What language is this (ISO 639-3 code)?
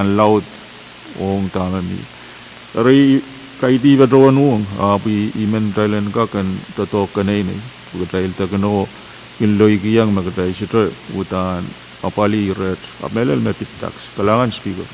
pon